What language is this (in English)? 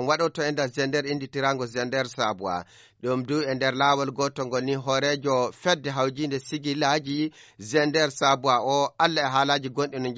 Nigerian Fulfulde